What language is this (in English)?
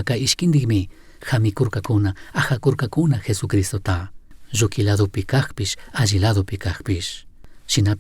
Chimborazo Highland Quichua